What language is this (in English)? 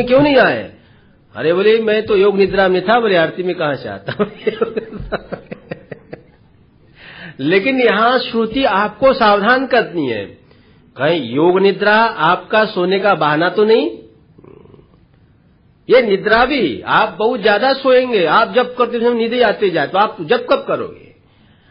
Hindi